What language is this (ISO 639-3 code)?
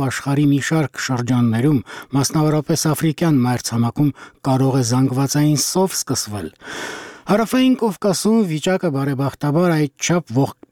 hye